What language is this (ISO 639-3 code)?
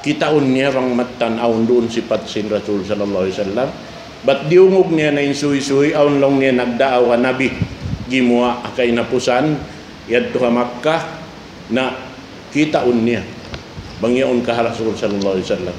tsg